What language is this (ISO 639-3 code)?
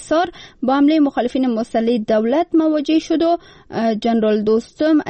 fas